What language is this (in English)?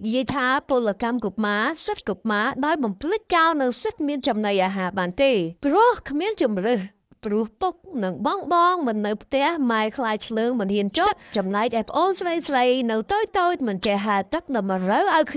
Khmer